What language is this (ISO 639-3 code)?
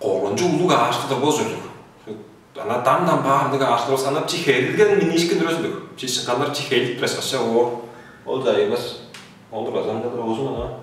tyv